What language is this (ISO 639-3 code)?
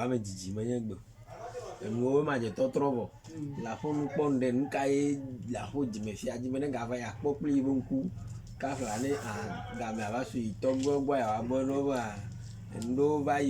ewe